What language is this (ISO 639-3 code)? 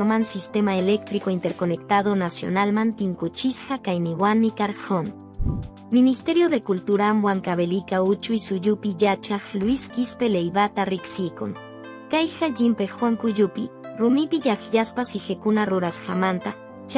que